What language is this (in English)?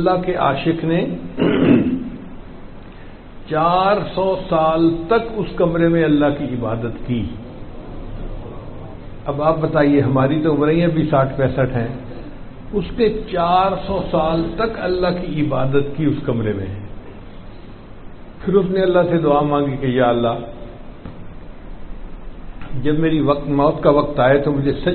Urdu